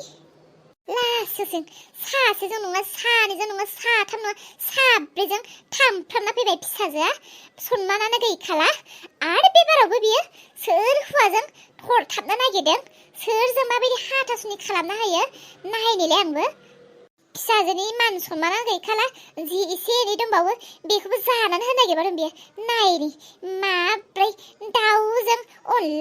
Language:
Bodo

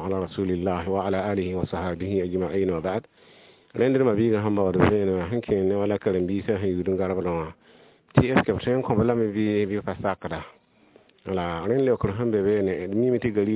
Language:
Mossi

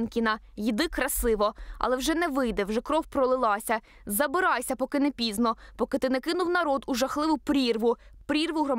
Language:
Ukrainian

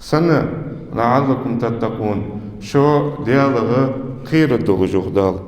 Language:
Ingush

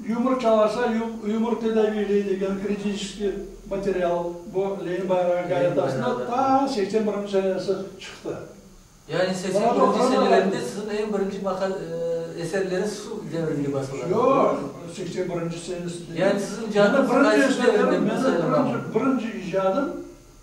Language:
Crimean Tatar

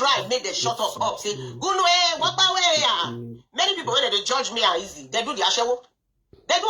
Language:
Nigerian Pidgin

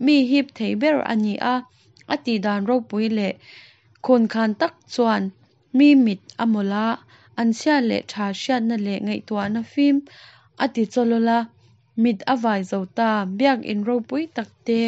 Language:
Mizo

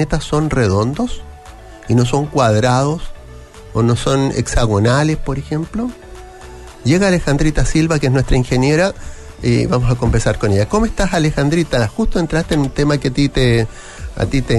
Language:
Spanish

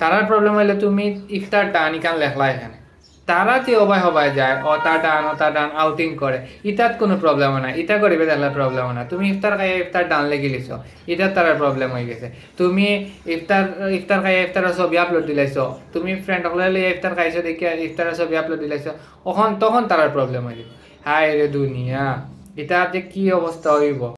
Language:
Sylheti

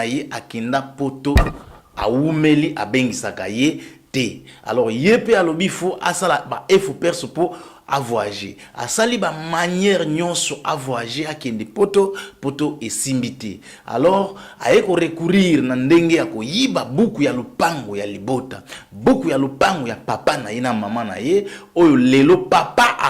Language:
Lingala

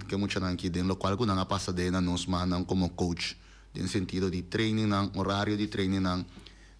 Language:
Papiamento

